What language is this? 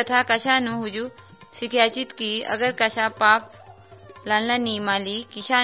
Marathi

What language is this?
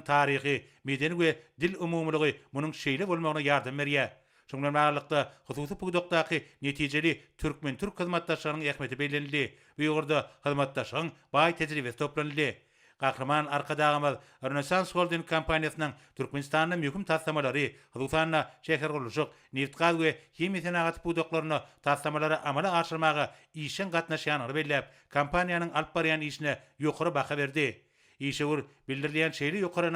Turkmen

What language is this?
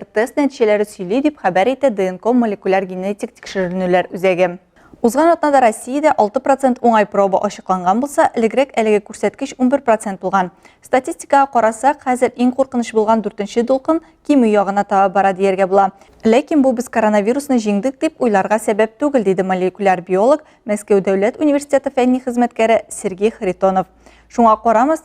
Tatar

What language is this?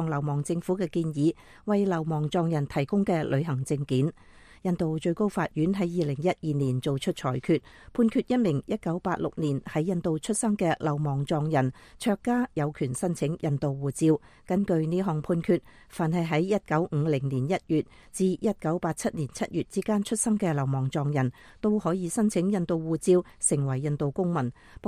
Cantonese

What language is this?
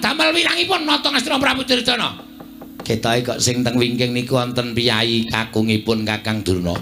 Javanese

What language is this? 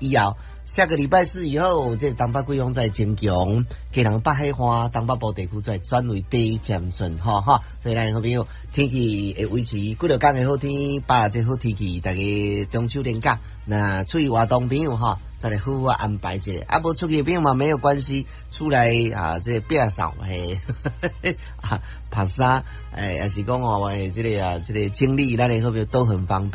Min Nan Chinese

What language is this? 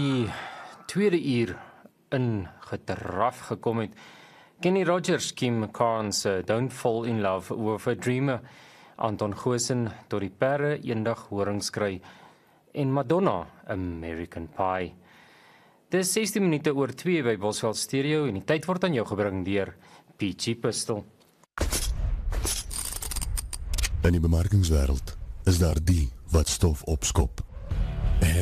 Afrikaans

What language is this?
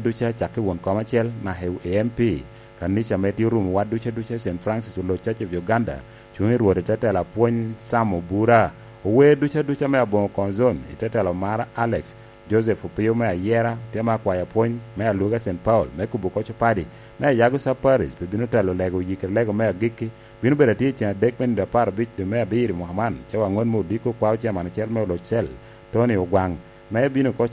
Lango (Uganda)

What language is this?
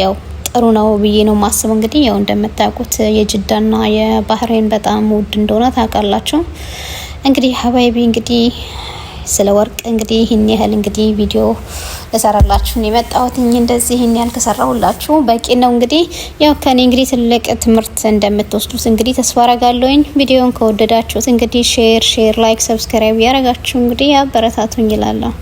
Amharic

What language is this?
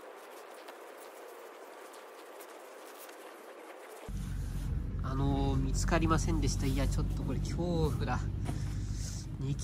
Japanese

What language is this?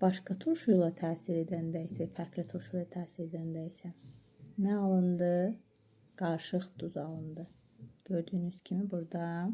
Azerbaijani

